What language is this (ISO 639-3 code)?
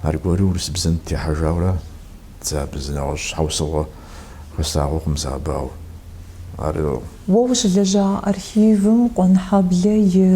kbd